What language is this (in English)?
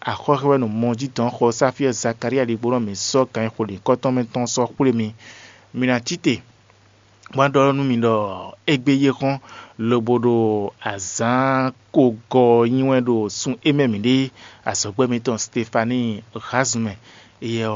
Fon